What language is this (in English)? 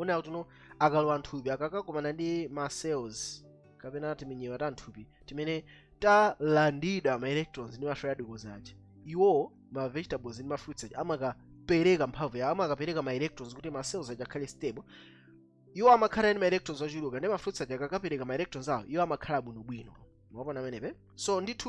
Nyanja